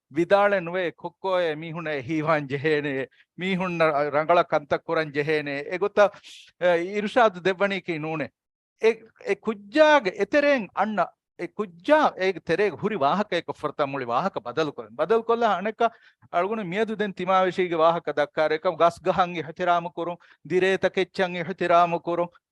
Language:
Divehi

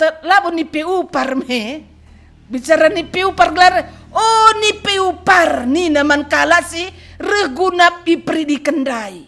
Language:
Batak Karo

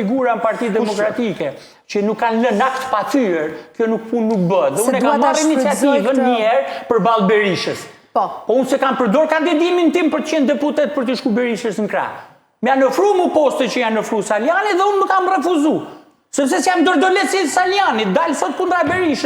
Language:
Albanian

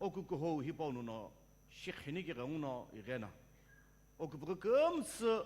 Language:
Sumi Naga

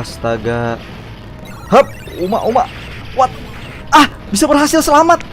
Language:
Banjar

